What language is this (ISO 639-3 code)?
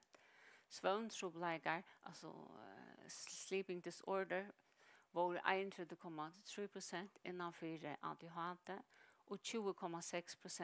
fao